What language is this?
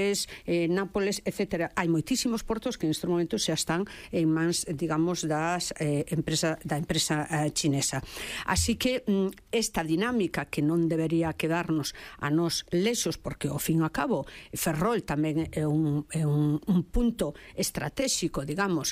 Galician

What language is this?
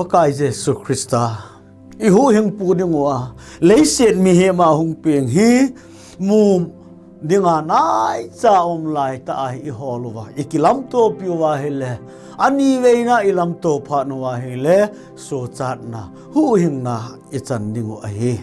Thado Chin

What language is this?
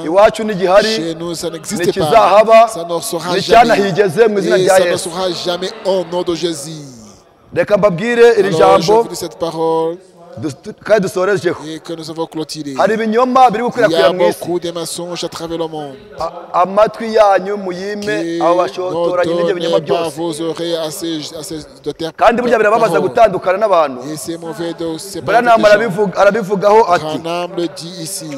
Kinyarwanda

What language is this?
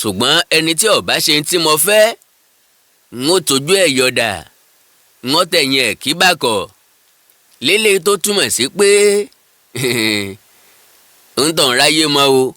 Yoruba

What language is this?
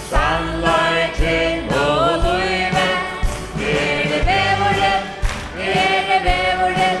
Faroese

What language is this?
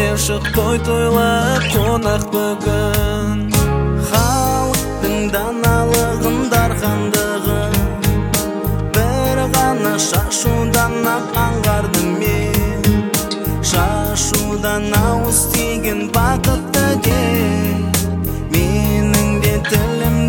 Kazakh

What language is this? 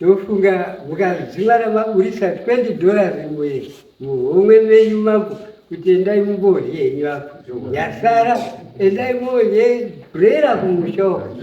Shona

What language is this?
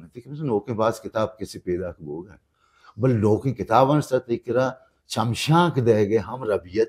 Baluchi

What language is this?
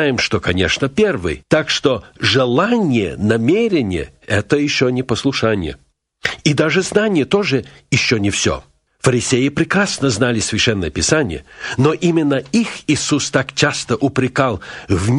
Russian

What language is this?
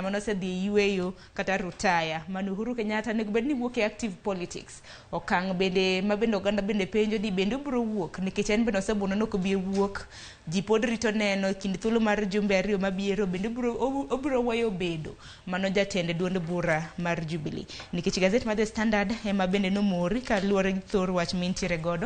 Luo (Kenya and Tanzania)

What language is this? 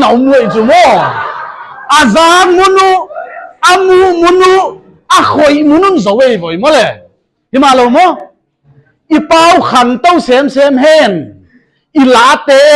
Paite Chin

